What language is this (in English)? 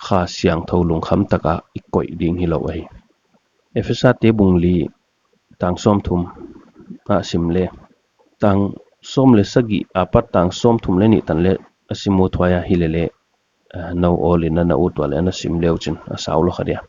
Paite Chin